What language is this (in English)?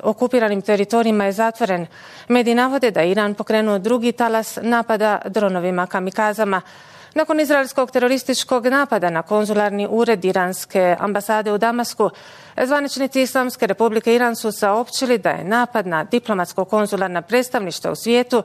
Bosnian